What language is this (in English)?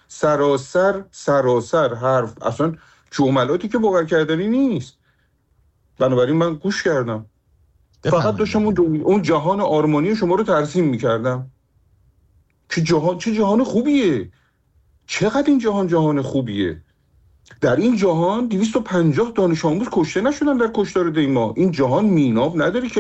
Persian